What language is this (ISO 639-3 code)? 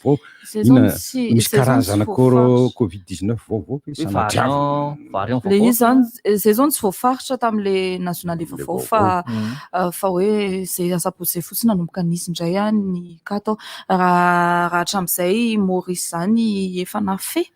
mlg